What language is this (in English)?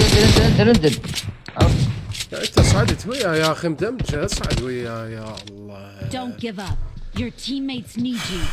Mesopotamian Arabic